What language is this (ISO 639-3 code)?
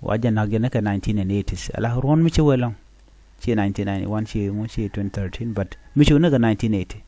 nus